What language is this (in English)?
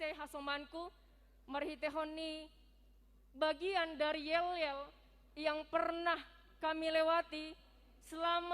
Batak Simalungun